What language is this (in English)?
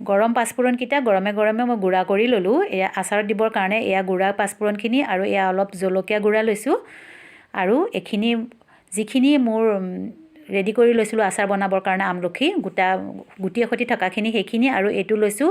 Assamese